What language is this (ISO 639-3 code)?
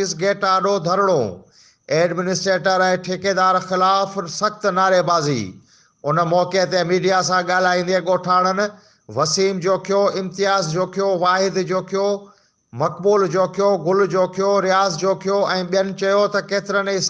snd